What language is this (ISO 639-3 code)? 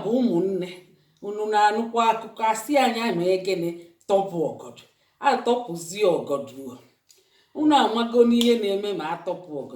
ibo